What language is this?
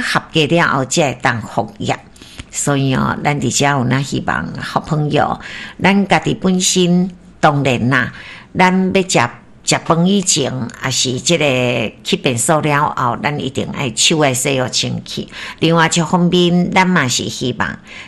Min Nan Chinese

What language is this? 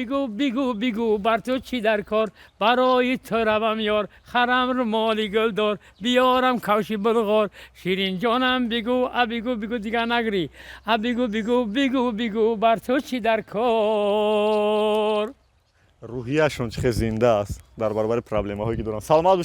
Tajik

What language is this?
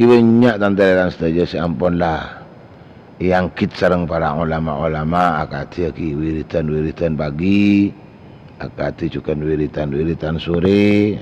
Madurese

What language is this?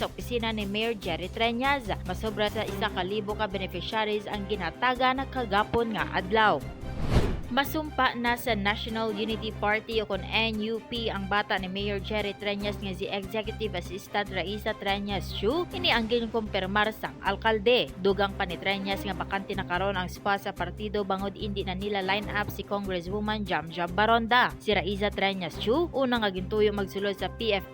Hiligaynon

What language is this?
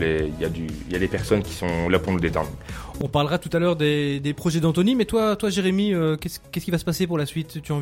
French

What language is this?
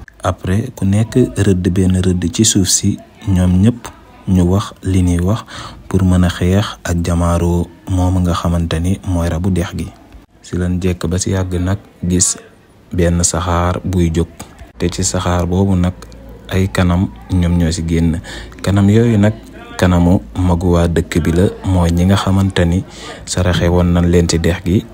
Wolof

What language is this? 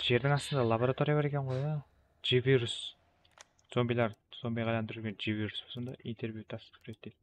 Kara-Kalpak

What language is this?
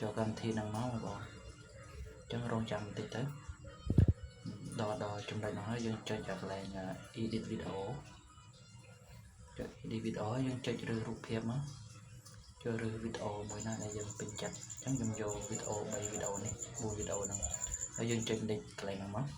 Khmer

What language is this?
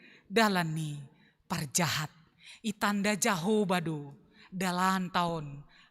Batak Simalungun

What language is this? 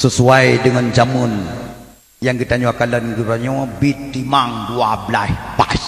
Achinese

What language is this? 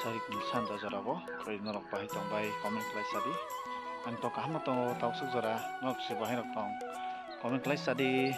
Kok Borok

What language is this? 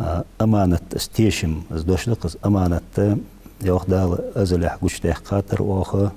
Ingush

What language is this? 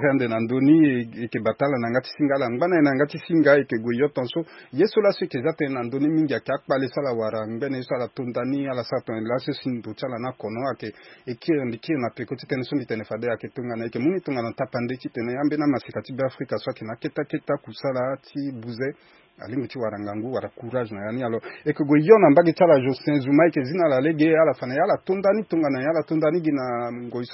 Sango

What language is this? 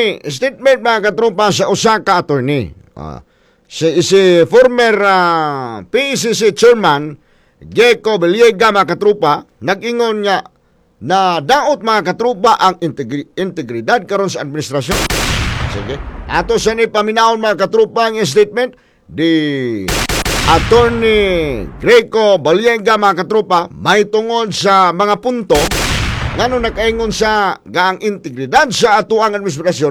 Cebuano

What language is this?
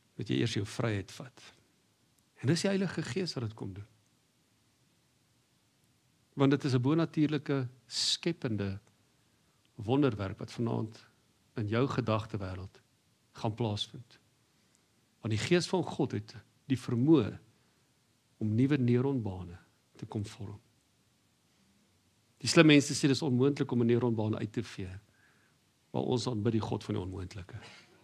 Afrikaans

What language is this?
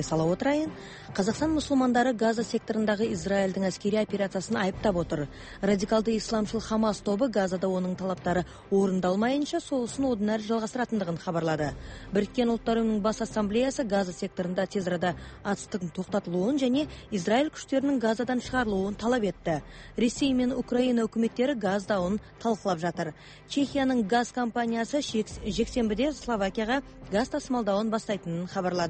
Kazakh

